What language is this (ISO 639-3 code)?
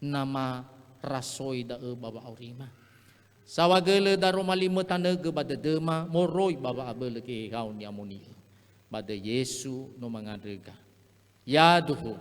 nia